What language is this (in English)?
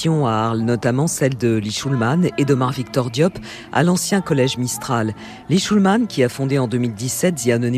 French